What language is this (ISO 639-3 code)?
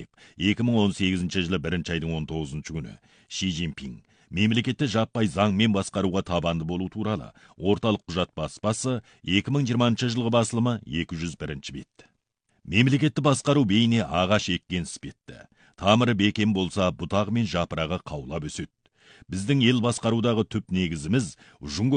kaz